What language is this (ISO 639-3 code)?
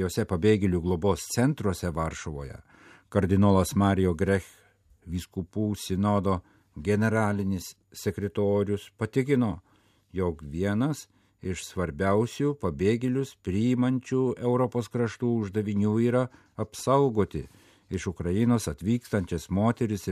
lit